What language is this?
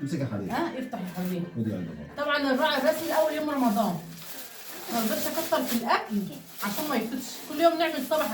Egyptian Arabic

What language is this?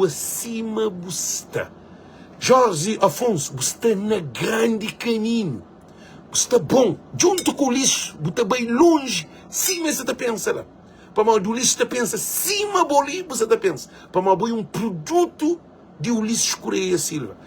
Kabuverdianu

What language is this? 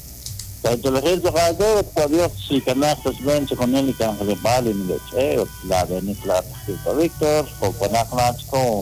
Kekchí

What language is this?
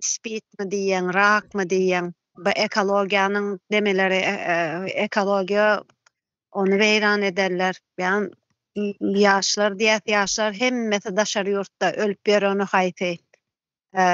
Turkmen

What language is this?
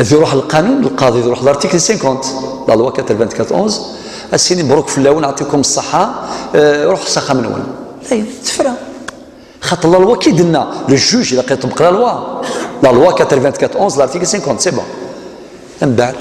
Kabyle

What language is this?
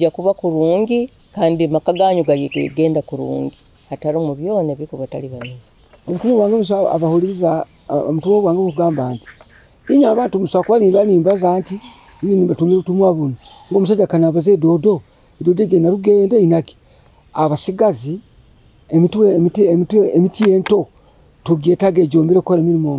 Nyoro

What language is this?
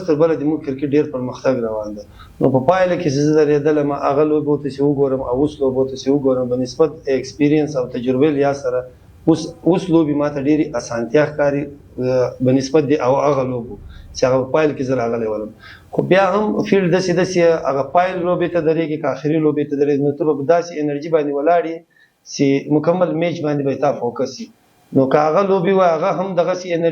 Pashto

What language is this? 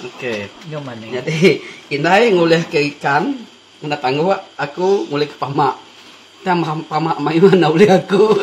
Iban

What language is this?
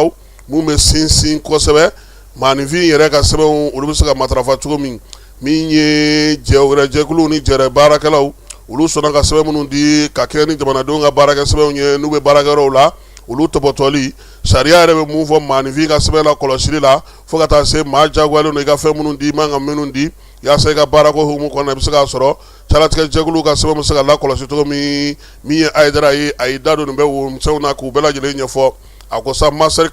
Bambara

